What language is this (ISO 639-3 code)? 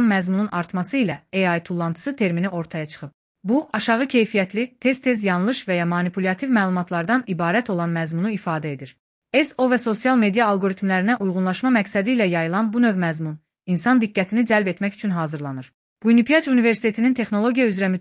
aze